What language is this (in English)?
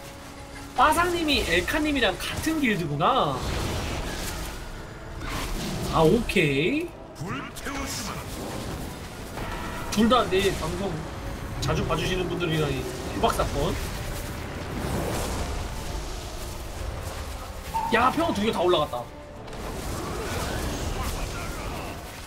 Korean